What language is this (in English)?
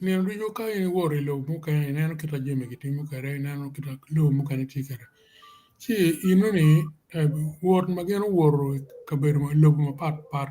Acoli